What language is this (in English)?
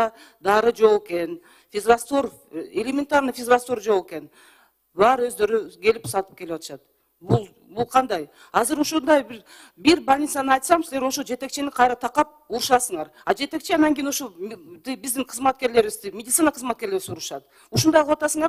Kyrgyz